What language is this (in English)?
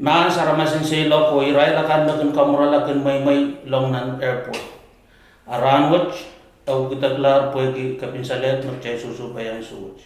Pohnpeian